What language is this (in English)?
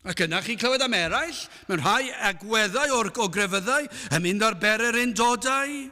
Welsh